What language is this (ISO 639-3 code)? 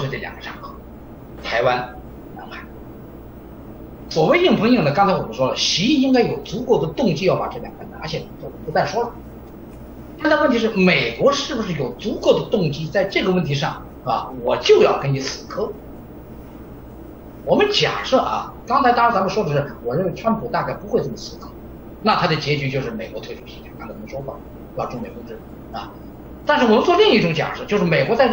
zho